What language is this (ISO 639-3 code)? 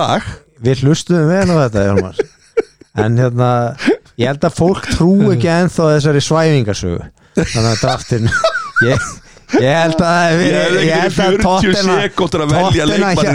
isl